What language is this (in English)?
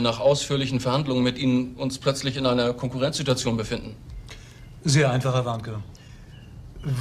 German